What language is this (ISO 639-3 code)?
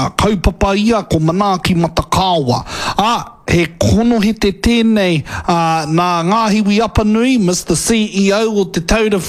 mri